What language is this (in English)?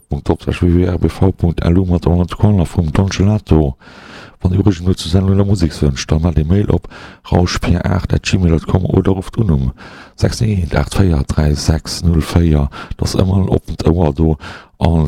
Luxembourgish